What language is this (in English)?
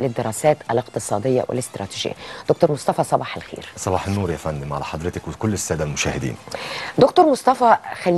Egyptian Arabic